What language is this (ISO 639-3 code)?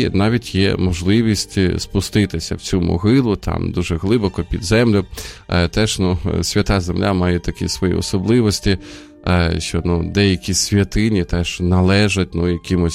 ukr